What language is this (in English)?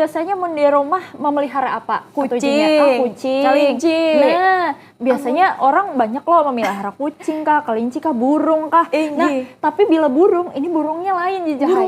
Banjar